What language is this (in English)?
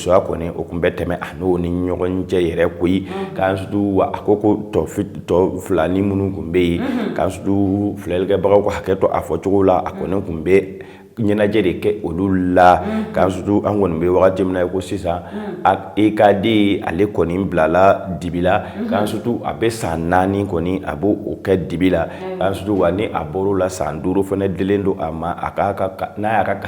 Bambara